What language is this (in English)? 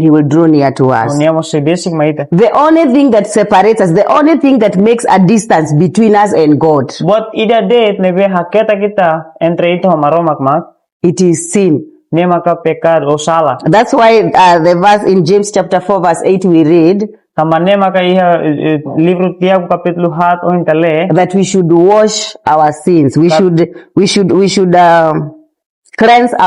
Tetum